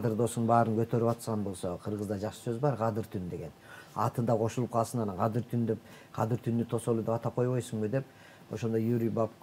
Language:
Kyrgyz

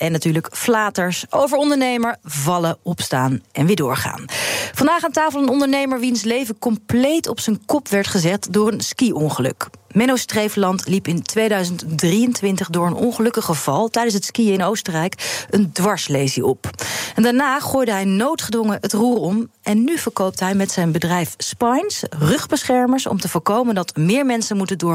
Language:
Dutch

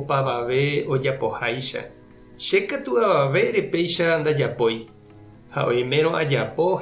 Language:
Guarani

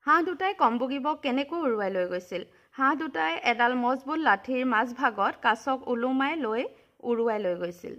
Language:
Assamese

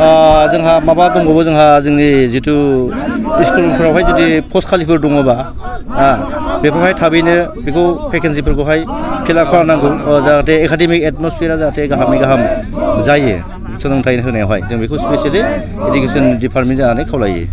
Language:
Bodo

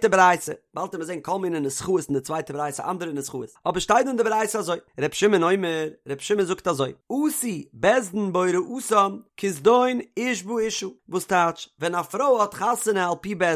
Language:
Yiddish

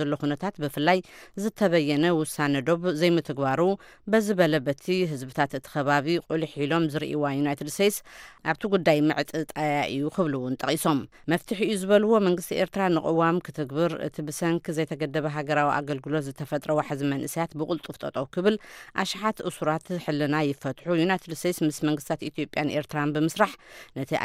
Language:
Tigrinya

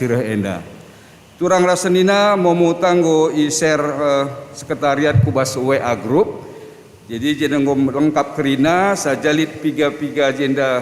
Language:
Batak Karo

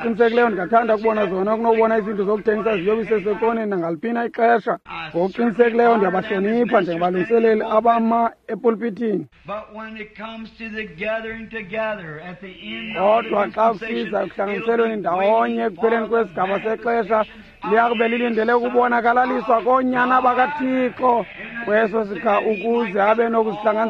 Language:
Xhosa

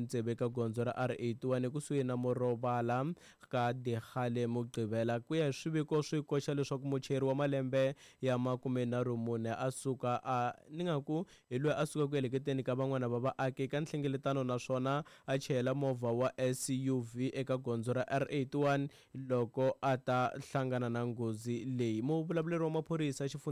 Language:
Tsonga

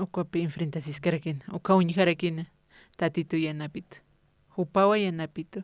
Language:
Aymara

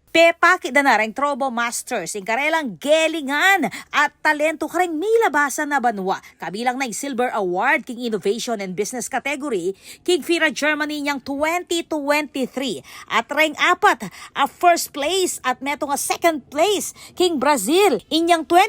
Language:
Pampanga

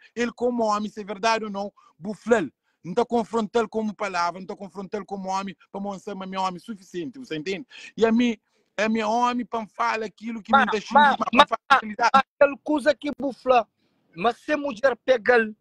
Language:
Kabuverdianu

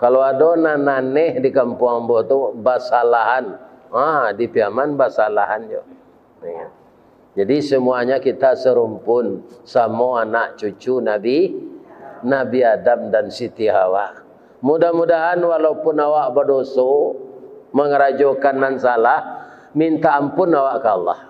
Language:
Minangkabau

